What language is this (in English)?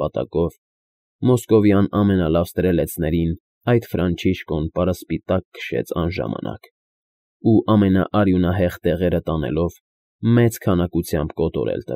Armenian